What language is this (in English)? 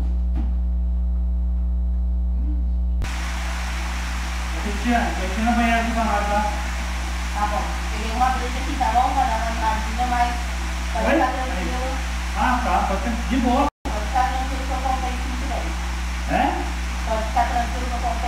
Portuguese